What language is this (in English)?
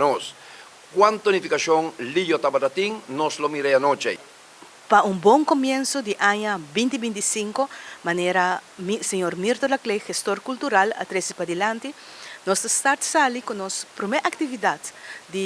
Papiamento